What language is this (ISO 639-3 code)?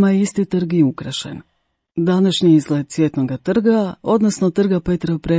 hrv